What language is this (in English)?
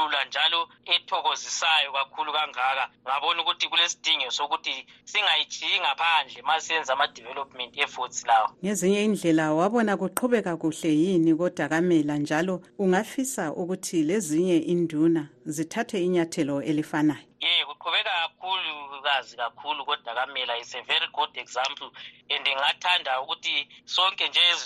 North Ndebele